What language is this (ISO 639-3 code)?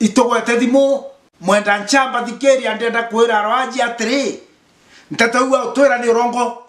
mer